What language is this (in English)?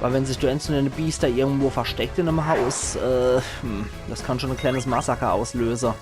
Palatine German